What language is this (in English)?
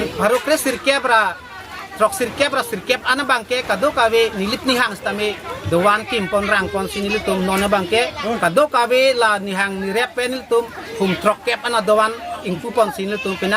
Karbi